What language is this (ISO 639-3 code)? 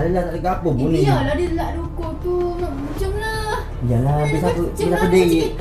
msa